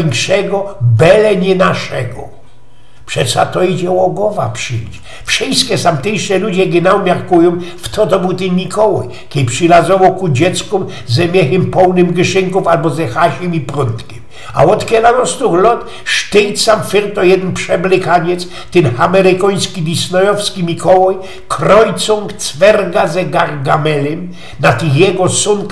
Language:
Silesian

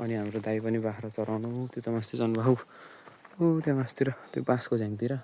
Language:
Nepali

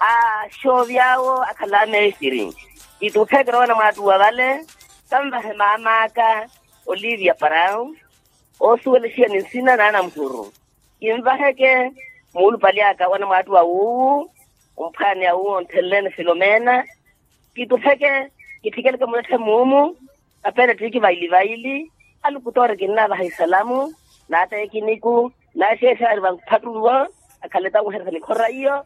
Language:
Makhuwa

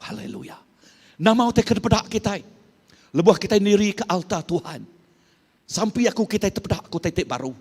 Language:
Iban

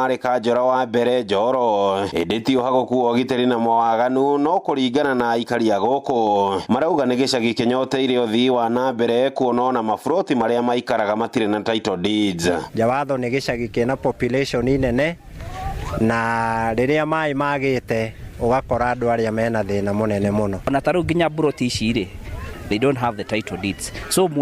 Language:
Kikuyu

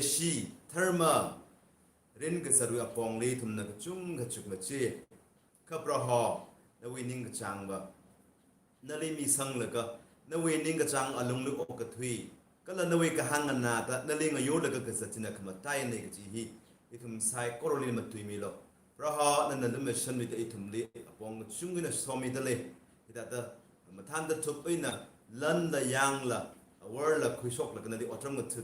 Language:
Tangkhul Naga (India)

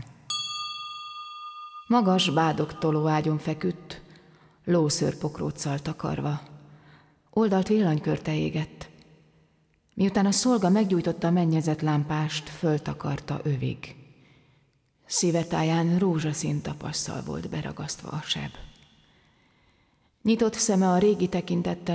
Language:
Hungarian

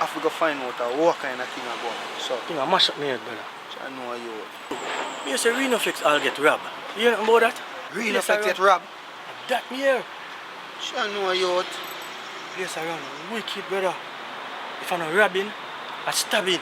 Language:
Jamaican Creole English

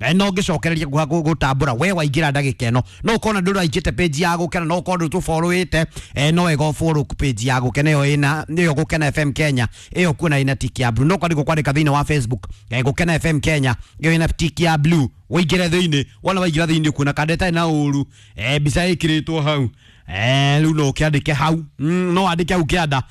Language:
Kikuyu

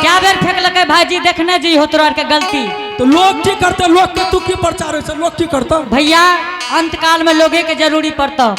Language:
Angika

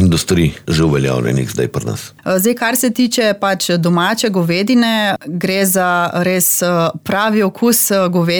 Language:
Slovenian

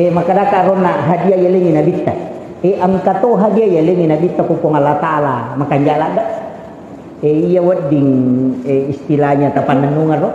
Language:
Buginese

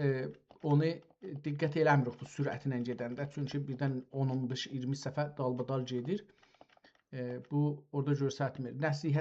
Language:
South Azerbaijani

